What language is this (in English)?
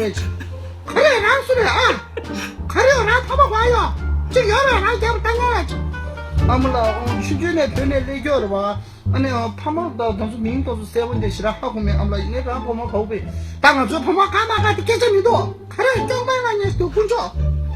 Tibetan